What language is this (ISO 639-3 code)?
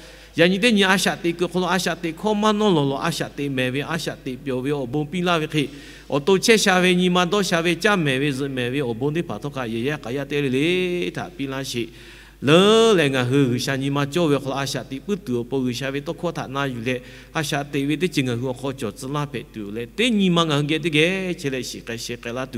lhu